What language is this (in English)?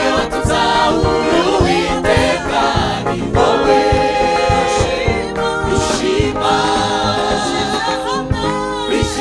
Kinyarwanda